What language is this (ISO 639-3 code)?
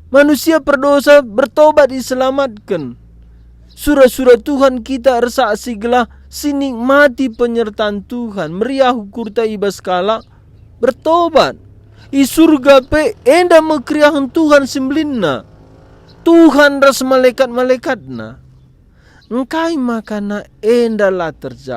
btx